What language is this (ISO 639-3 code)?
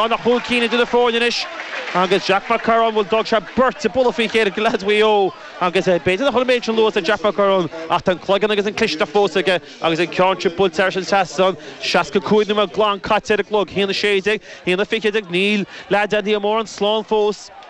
gle